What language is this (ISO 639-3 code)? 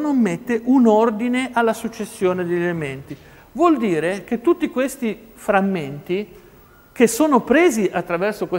ita